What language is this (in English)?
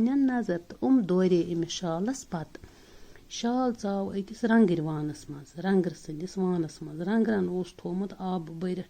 Kashmiri